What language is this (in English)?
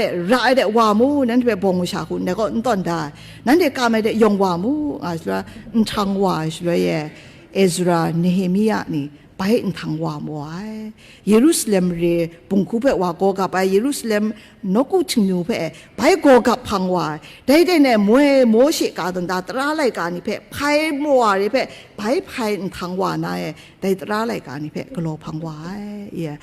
Kachin